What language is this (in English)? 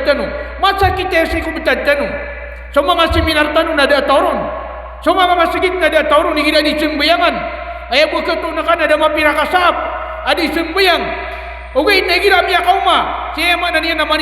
Maranao